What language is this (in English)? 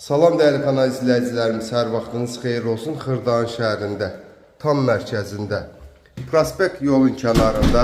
Azerbaijani